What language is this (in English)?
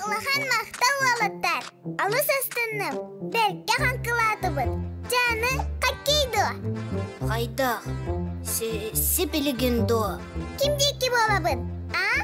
Yakut